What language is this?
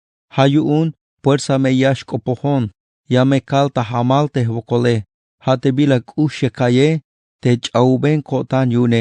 Tzeltal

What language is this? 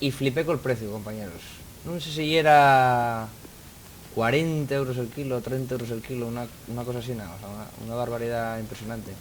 Asturian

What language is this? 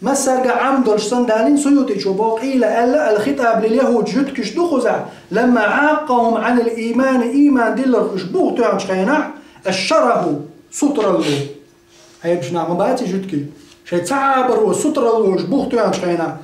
Chechen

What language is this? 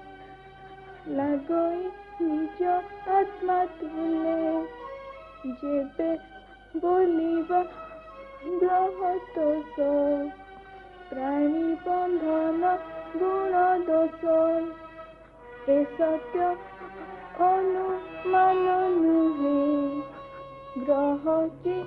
Odia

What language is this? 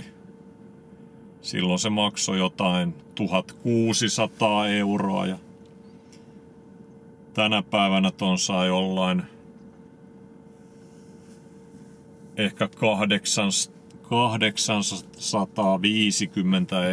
Finnish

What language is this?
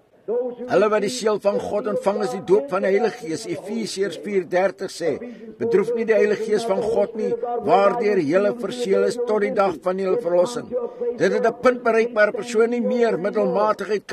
Afrikaans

